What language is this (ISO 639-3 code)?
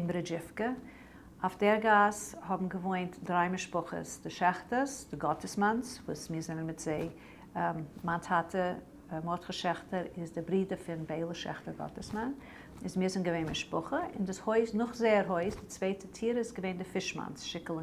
yid